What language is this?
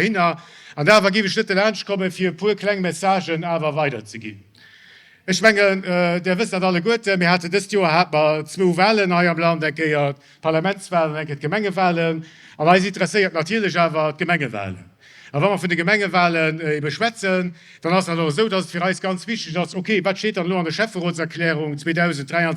Luxembourgish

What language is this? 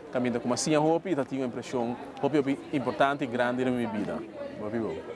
Papiamento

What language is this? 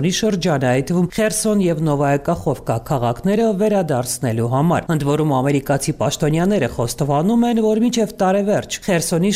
Armenian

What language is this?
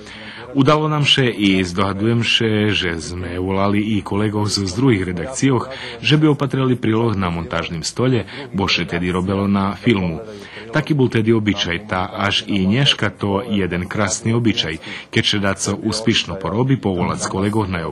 Rusyn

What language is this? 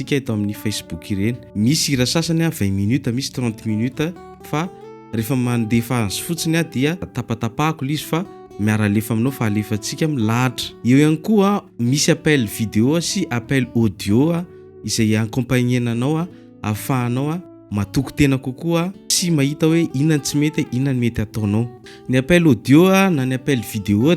Malagasy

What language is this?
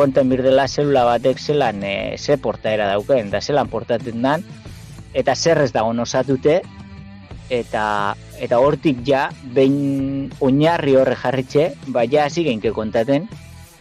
Basque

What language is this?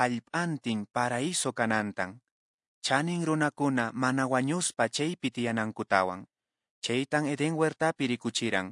Quechua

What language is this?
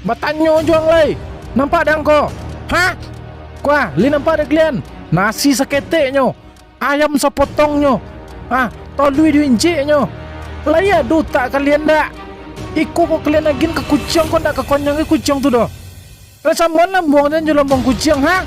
Minangkabau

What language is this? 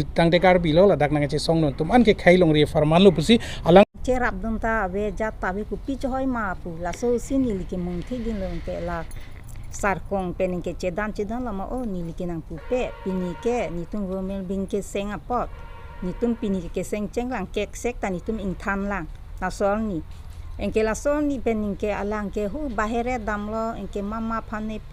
Karbi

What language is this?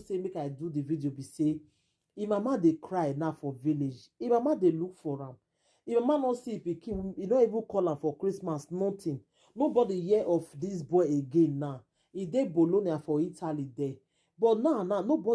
Nigerian Pidgin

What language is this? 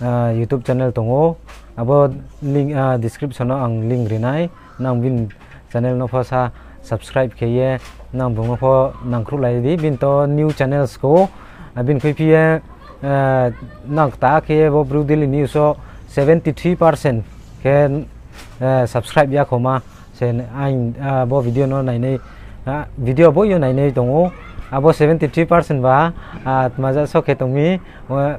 Riang (India)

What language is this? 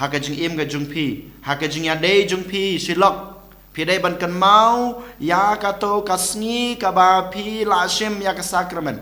Khasi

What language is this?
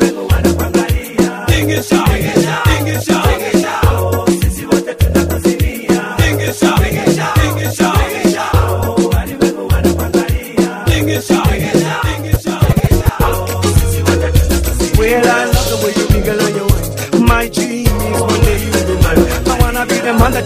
Swahili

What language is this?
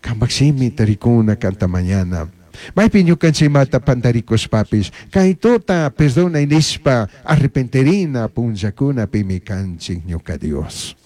Chimborazo Highland Quichua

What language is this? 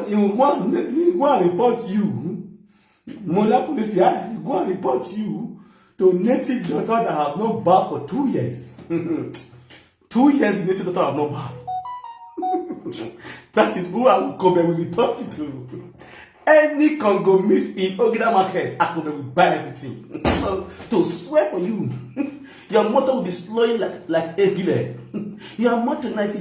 Nigerian Pidgin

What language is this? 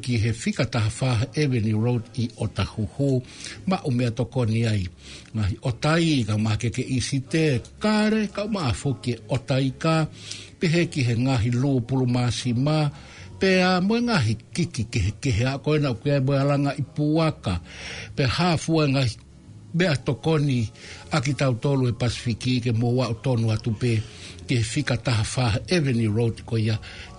Tongan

